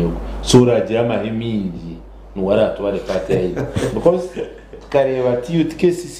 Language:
Nyankole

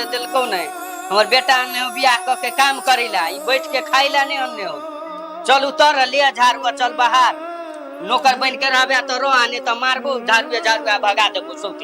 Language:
Maithili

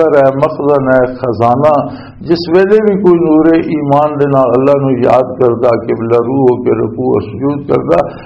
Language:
Western Panjabi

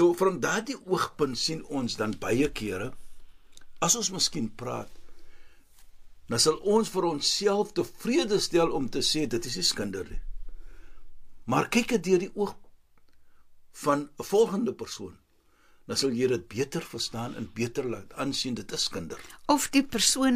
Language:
Afrikaans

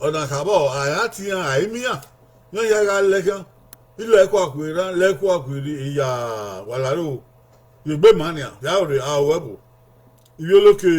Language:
Bini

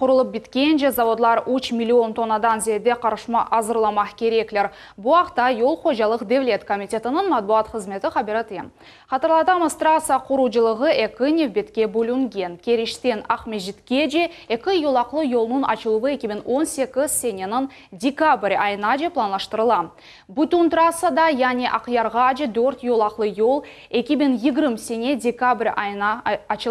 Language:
Crimean Tatar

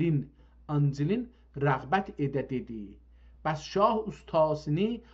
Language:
South Azerbaijani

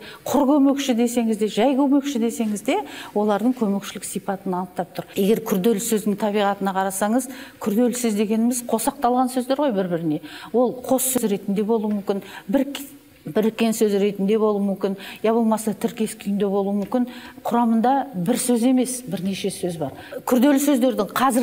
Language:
Kazakh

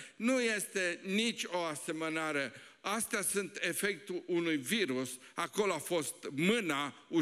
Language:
Romanian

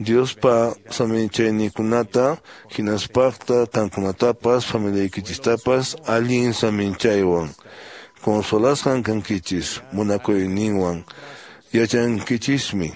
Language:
Quechua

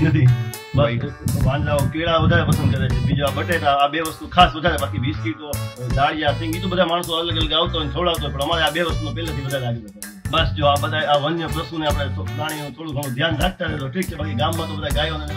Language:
Gujarati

